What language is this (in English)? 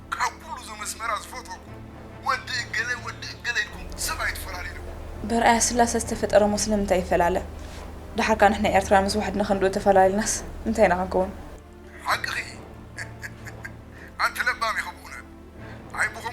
Tigrinya